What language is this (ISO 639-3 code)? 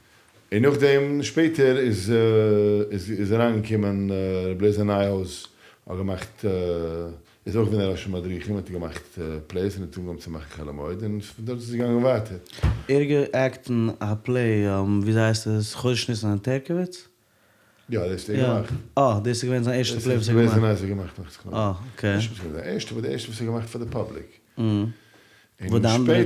yid